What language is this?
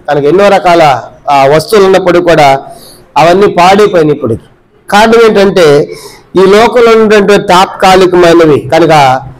Telugu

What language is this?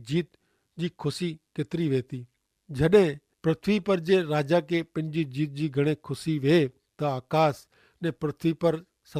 Kachhi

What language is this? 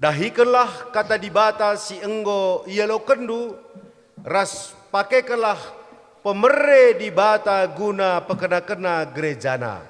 Batak Karo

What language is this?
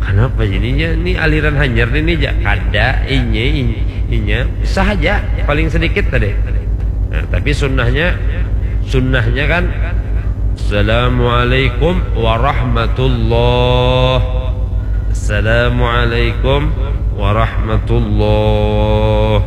Banjar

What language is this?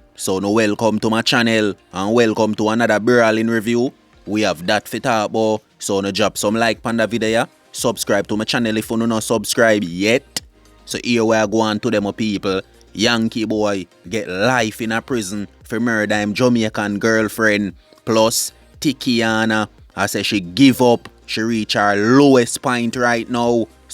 Jamaican Creole English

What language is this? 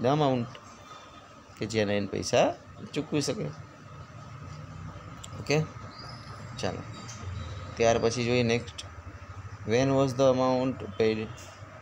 Gujarati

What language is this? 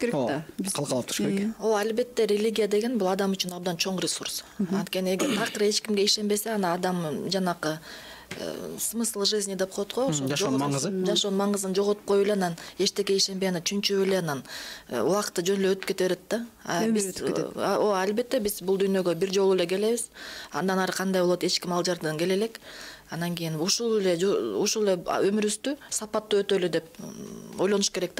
Kyrgyz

